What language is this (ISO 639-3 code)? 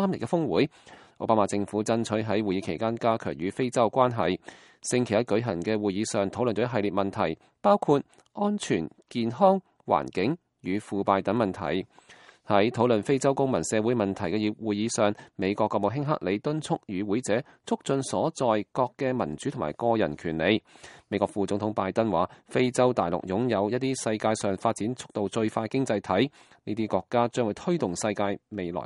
yue